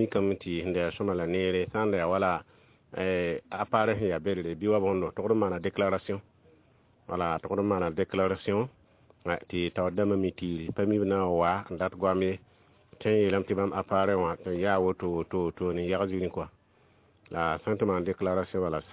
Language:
Mossi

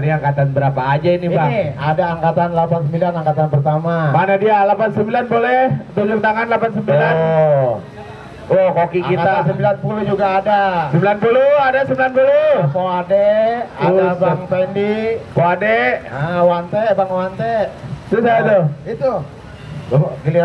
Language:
Betawi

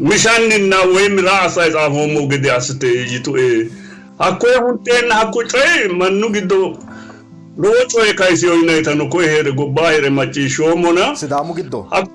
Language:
Sidamo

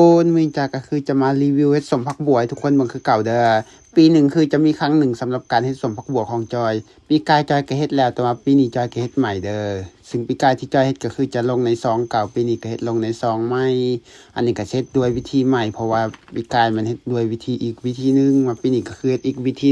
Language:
Lao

